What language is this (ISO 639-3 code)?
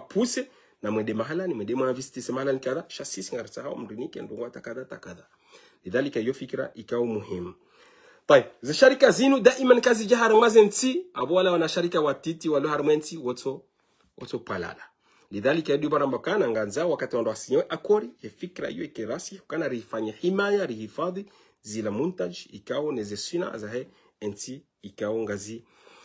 zdj